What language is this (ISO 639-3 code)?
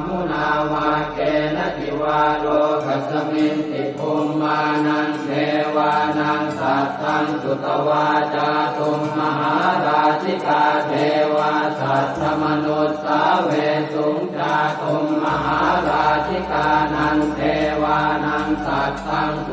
pli